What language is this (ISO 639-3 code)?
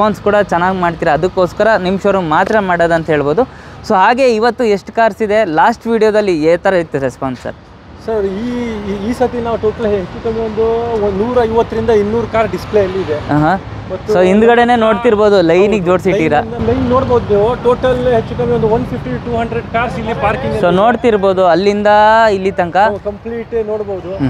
kan